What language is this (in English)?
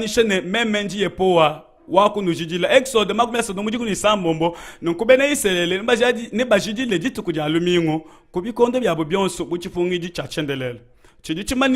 Luba-Lulua